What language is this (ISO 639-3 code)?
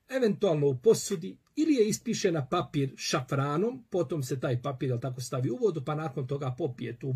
bos